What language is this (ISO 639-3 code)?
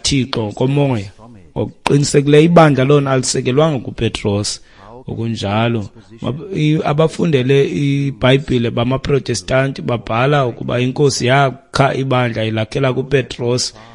xho